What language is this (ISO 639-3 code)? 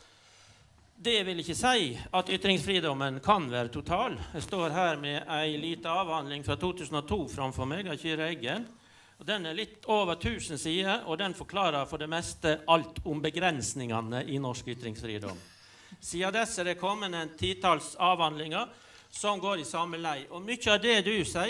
nor